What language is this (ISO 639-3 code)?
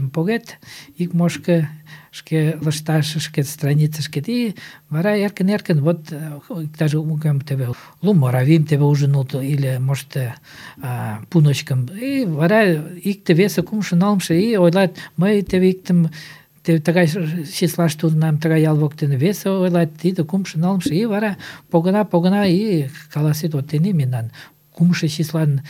chm